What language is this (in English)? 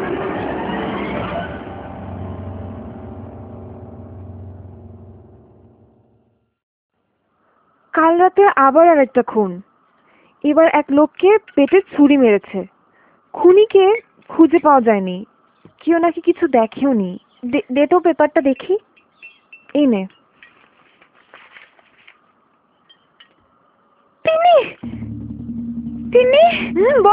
Bangla